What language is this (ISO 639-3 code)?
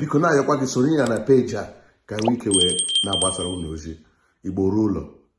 ibo